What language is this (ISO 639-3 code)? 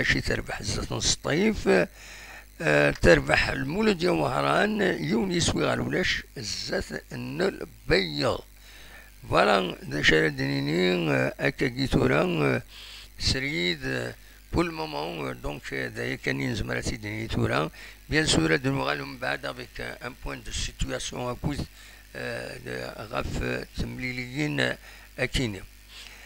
kab